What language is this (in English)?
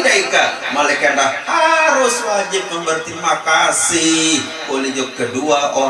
Sasak